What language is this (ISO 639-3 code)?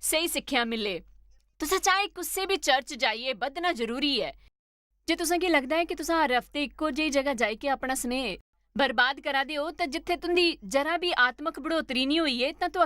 doi